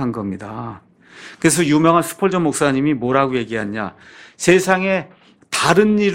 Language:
Korean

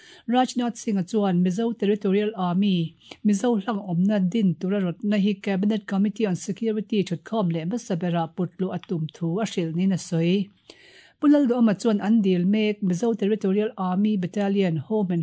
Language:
Mizo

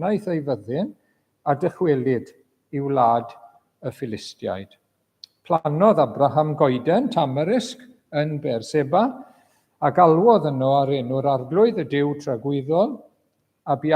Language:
Welsh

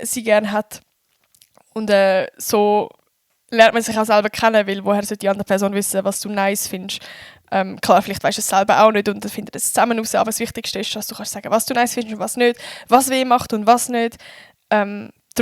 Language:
Swiss German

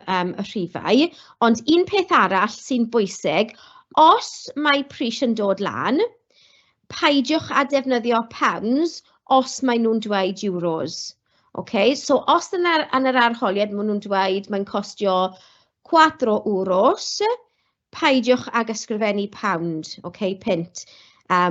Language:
Welsh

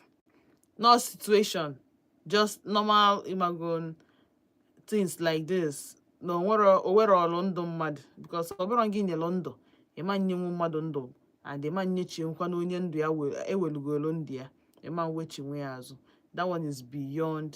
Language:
Igbo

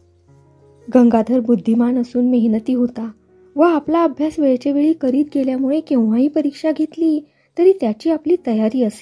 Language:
Marathi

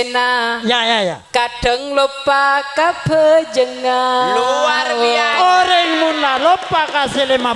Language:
Madurese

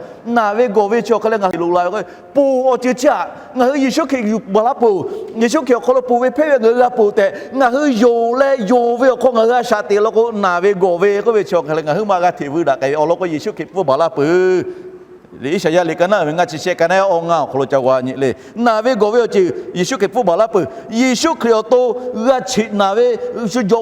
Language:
Lahu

